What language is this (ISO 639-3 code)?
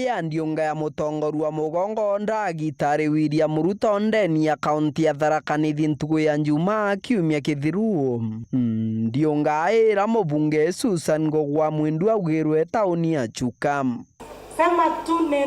mer